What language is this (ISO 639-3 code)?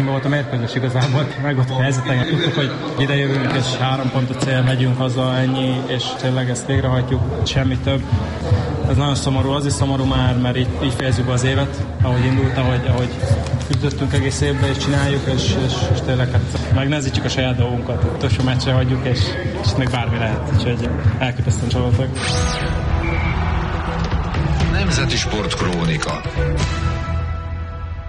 hun